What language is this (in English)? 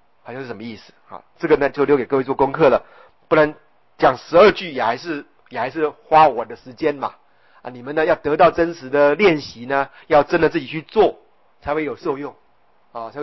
Chinese